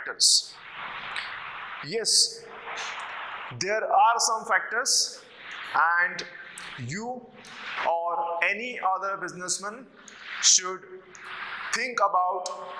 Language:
Marathi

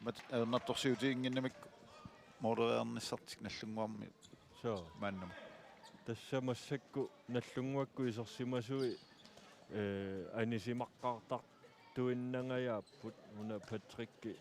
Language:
Kalaallisut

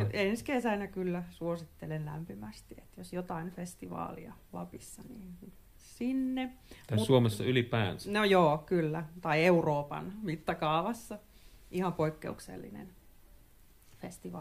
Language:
Finnish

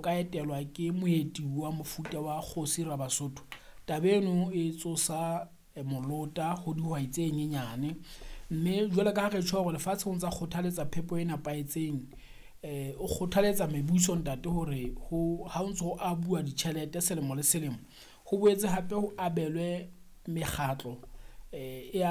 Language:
Southern Sotho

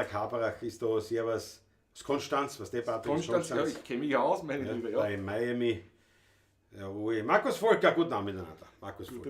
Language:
Bavarian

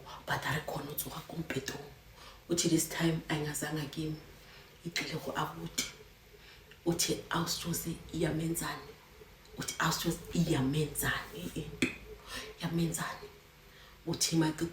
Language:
Zulu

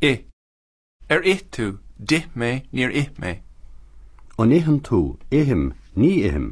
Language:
Irish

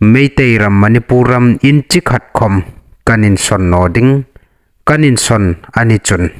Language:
Hmar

